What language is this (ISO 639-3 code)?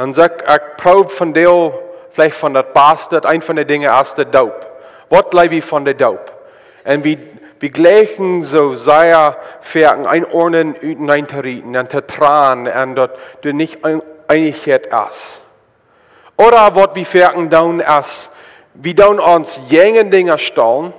pdt